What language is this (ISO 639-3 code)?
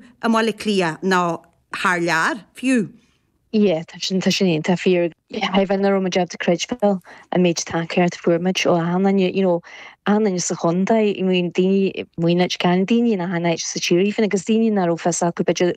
gle